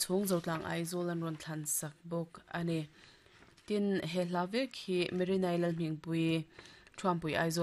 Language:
Mizo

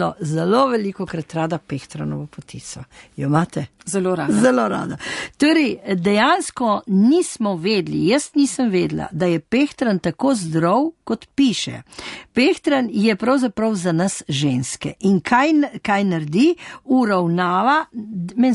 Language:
Slovenian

